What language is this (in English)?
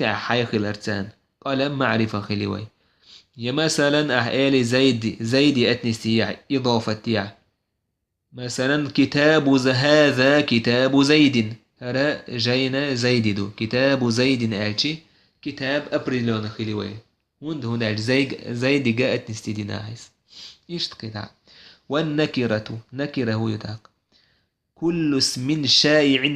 Chechen